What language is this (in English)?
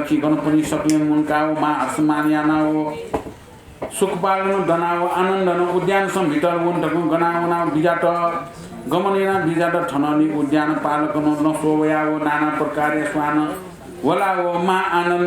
Newari